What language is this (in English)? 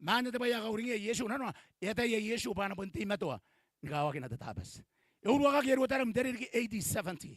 Gilbertese